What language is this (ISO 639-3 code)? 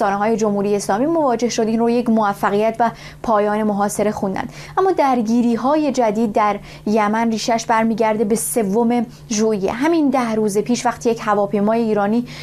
fas